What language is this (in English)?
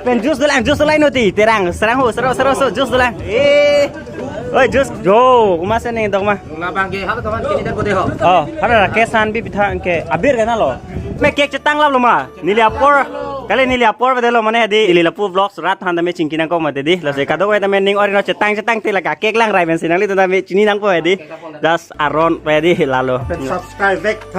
Karbi